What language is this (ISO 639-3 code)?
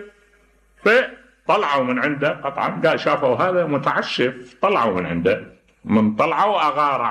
acm